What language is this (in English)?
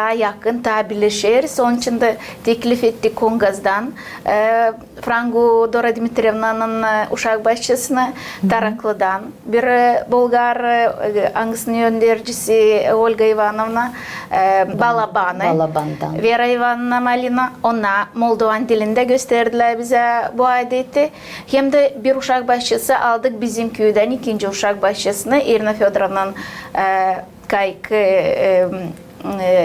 Gagauz